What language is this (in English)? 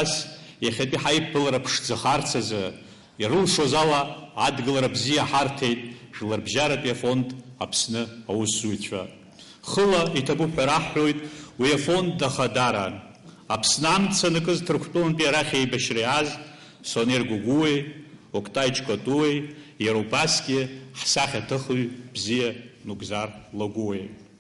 Abkhazian